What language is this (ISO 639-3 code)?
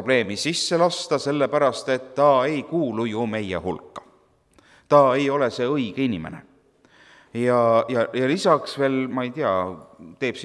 est